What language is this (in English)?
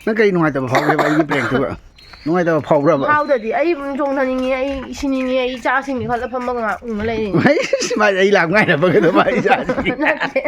Manipuri